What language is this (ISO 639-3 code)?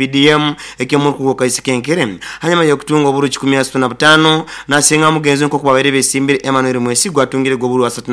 nyo